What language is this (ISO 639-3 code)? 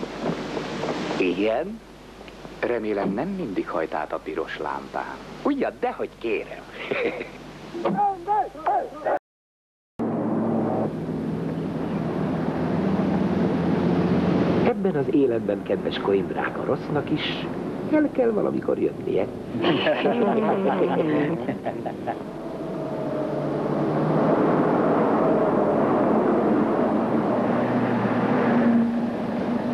hun